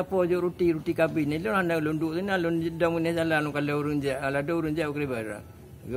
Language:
Achinese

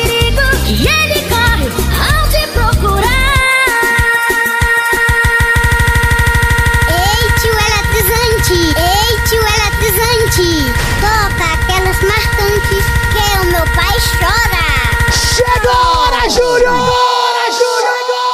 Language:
Portuguese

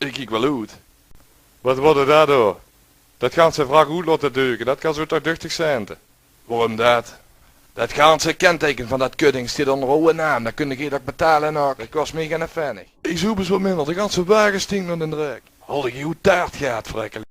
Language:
Limburgish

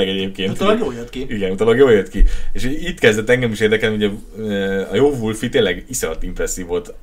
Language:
Hungarian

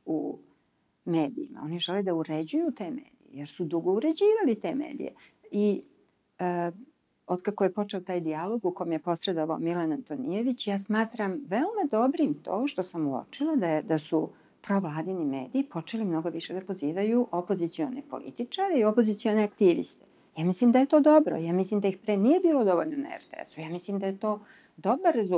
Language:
Serbian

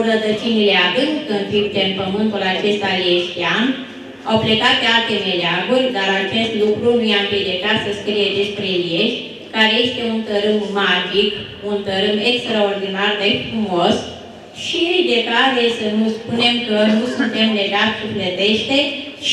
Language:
Romanian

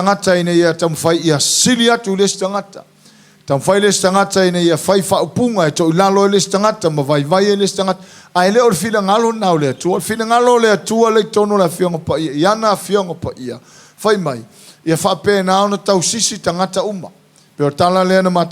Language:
Samoan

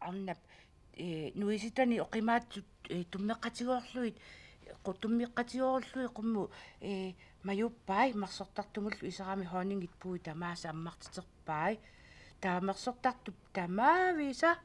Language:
Kalaallisut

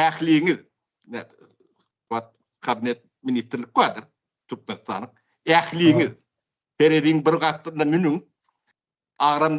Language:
Turkmen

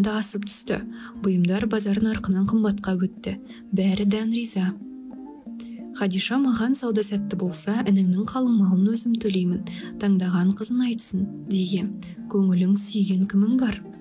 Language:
Kazakh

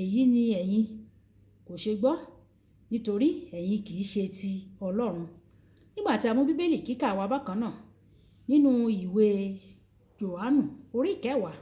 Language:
Yoruba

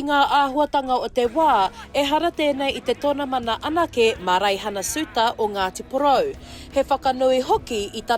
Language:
Māori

